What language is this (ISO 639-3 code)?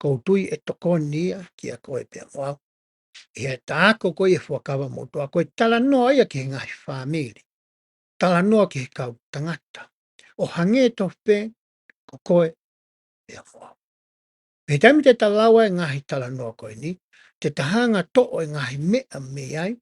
ton